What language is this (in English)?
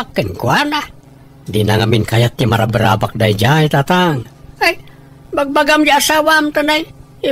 Iloko